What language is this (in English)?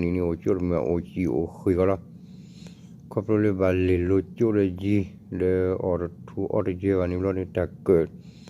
S'gaw Karen